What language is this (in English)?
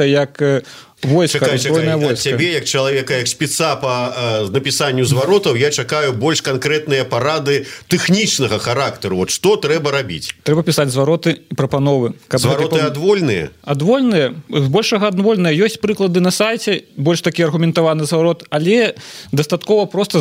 Belarusian